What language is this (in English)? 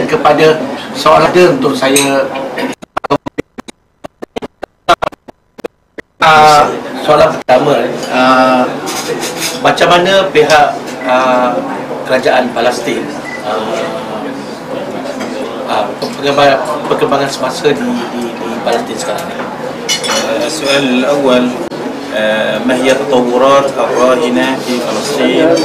Malay